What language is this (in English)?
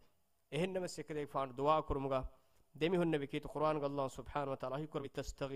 Divehi